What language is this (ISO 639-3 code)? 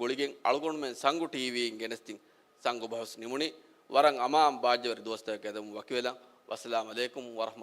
div